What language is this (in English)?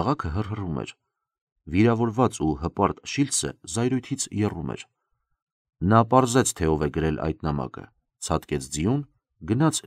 Armenian